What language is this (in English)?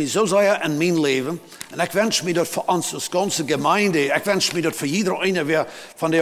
Plautdietsch